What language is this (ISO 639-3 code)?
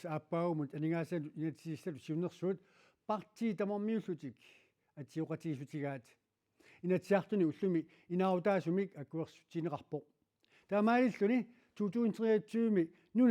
kal